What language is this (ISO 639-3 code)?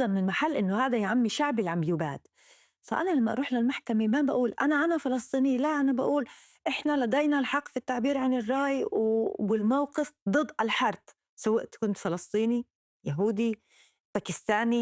apc